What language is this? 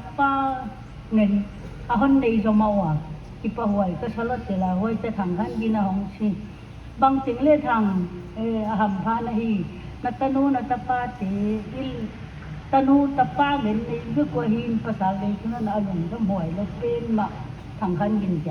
Paite Chin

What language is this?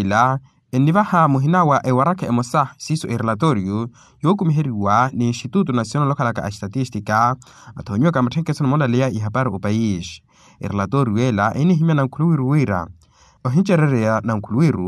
Makhuwa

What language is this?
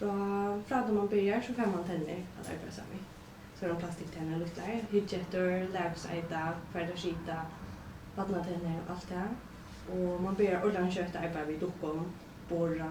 Faroese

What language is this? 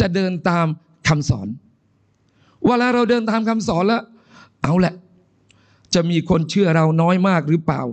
Thai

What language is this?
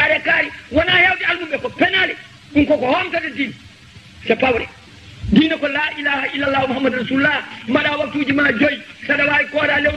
Fula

